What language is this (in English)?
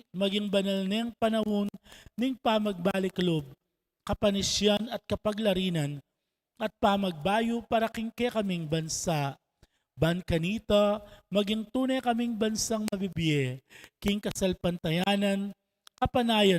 Pampanga